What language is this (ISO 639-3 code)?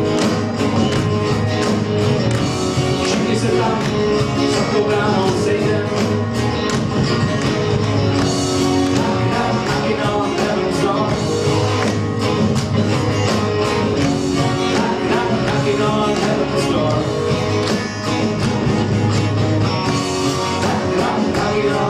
ces